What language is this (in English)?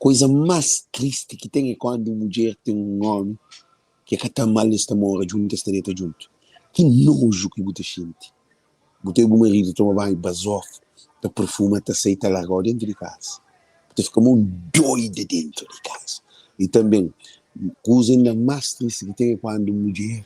Kabuverdianu